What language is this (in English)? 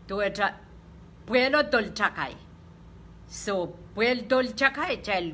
Pohnpeian